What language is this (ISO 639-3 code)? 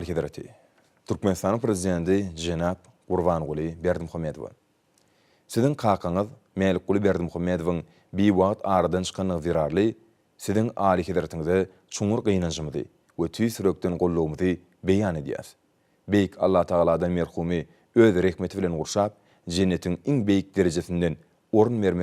tuk